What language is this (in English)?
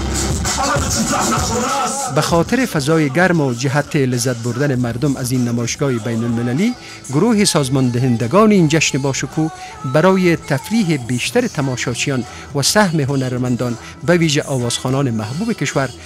Persian